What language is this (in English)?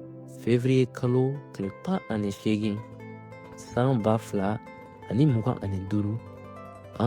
Bambara